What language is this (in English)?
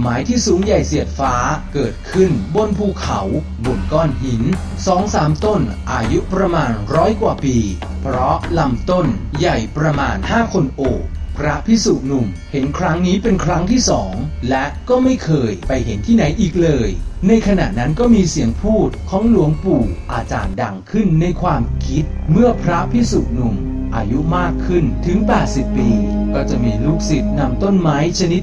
Thai